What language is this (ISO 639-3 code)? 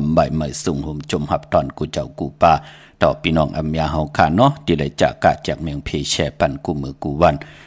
shn